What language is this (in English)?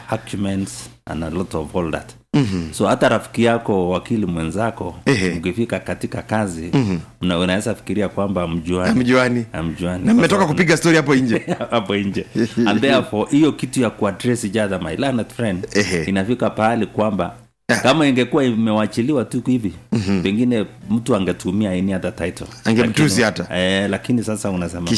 Swahili